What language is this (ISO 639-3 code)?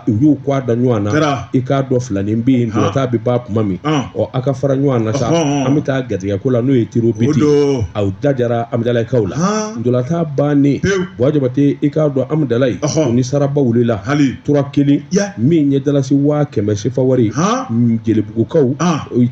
bam